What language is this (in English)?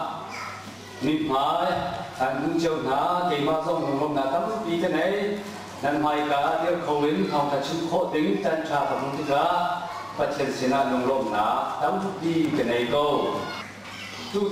Hakha Chin